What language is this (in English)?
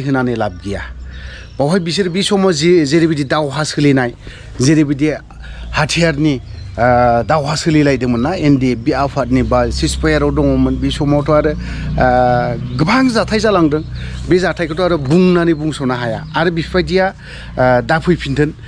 Bodo